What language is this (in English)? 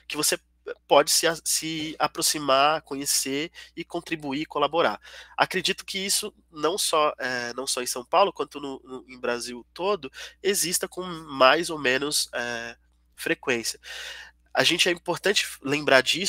Portuguese